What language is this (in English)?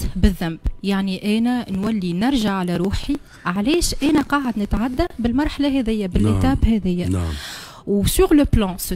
Tunisian Arabic